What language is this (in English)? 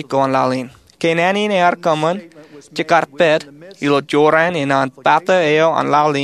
Marshallese